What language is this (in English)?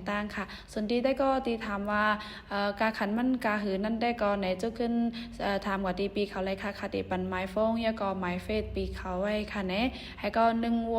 Shan